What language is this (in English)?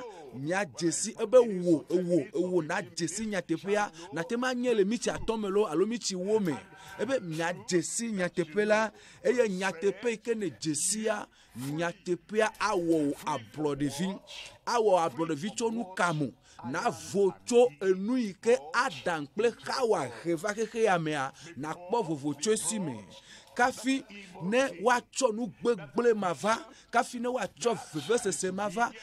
Ewe